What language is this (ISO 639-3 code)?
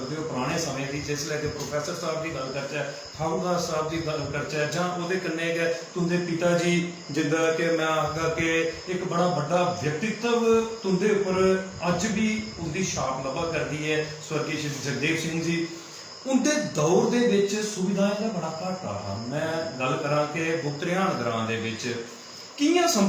doi